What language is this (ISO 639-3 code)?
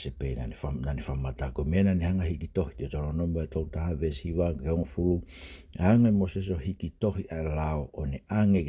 ton